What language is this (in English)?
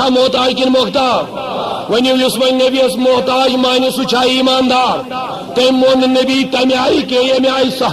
Kashmiri